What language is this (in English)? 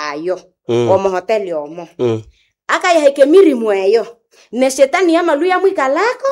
Nande